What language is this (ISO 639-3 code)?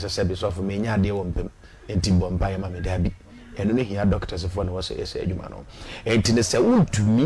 aka